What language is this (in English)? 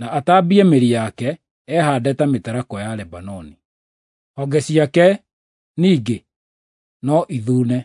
Kikuyu